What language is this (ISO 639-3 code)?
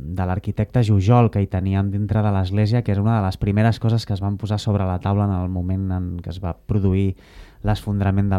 cat